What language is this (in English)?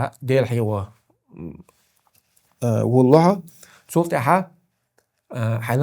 Chechen